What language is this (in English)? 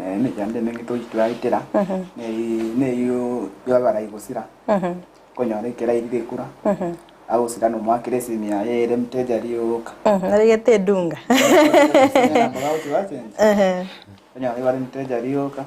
Gusii